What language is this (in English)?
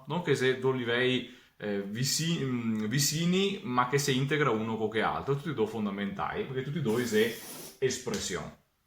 Venetian